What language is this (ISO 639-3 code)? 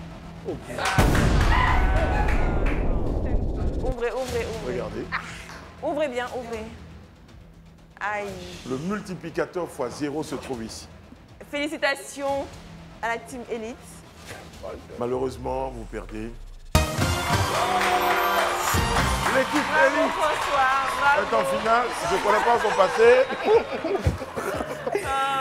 fra